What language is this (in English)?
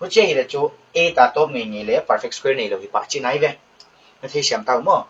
Paite Chin